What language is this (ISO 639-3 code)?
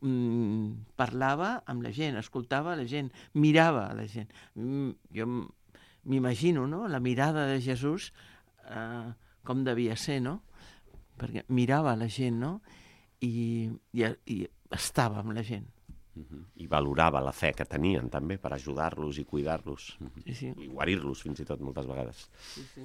cat